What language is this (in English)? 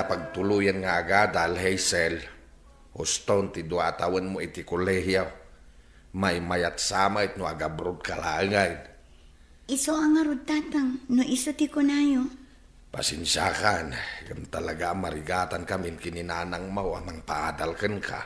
Iloko